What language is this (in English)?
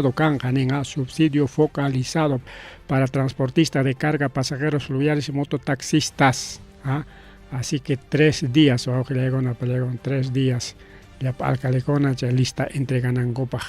Ayacucho Quechua